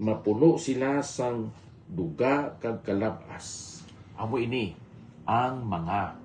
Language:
Hiligaynon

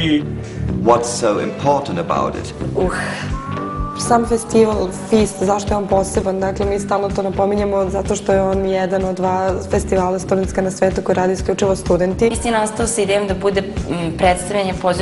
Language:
Serbian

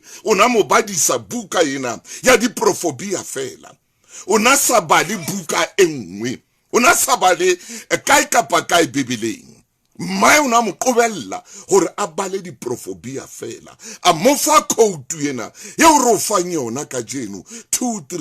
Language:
Southern Sotho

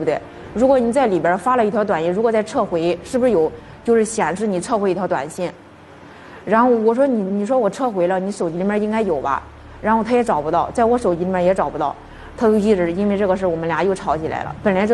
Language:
Chinese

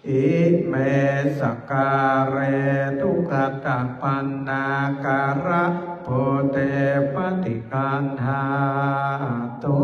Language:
Pali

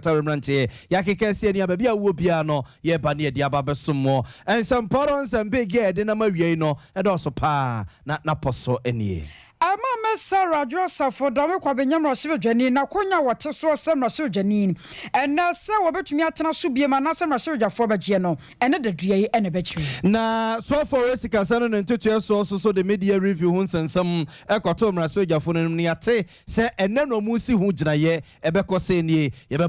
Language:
Akan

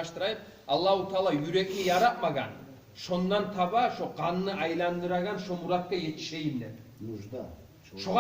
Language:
Kumyk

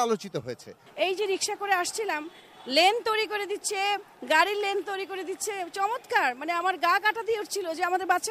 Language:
Bangla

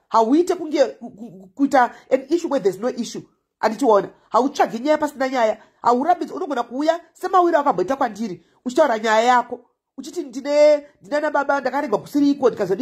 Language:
Shona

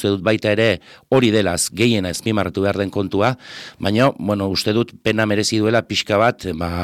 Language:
Basque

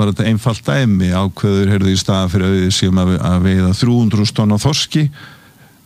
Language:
Icelandic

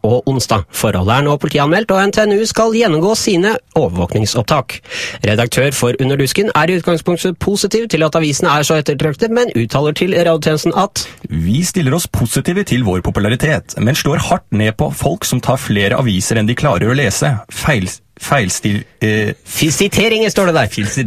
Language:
Norwegian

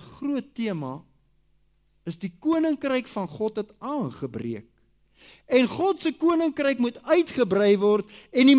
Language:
Afrikaans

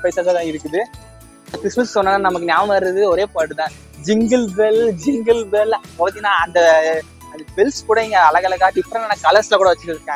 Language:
Tamil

